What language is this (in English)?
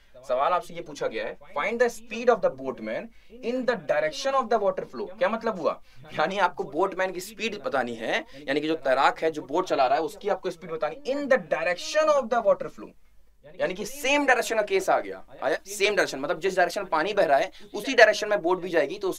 Hindi